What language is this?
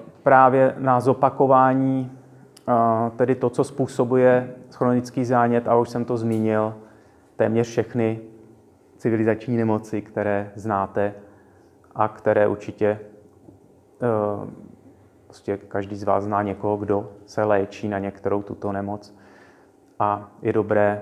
Czech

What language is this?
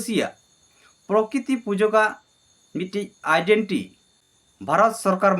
Santali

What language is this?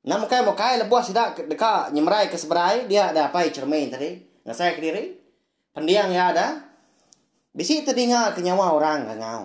Iban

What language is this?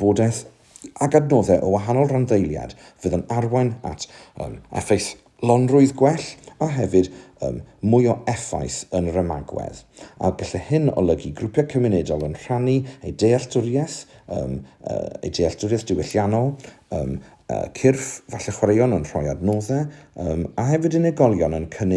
Welsh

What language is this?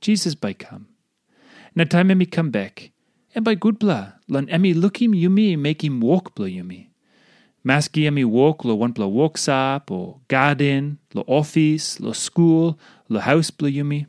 Tok Pisin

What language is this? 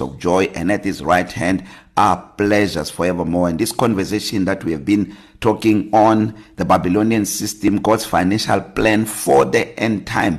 English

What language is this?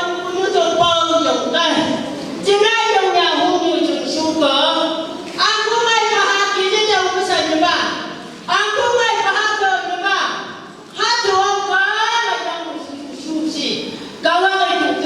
Phom Naga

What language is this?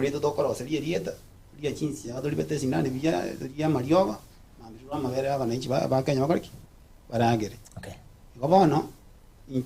Gusii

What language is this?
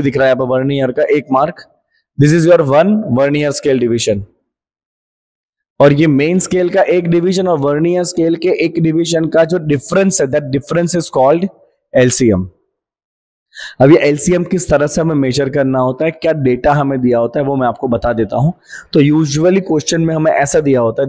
Hindi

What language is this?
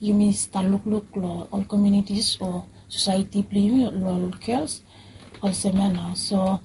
Bislama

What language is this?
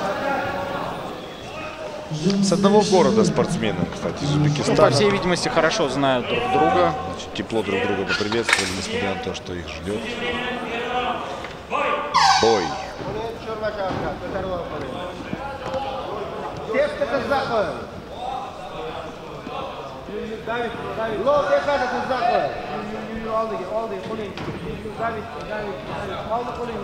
Russian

